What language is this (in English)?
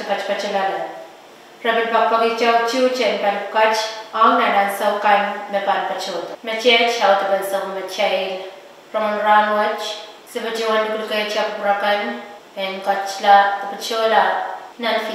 Pohnpeian